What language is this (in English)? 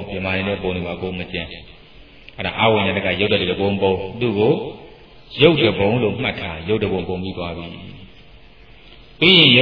Burmese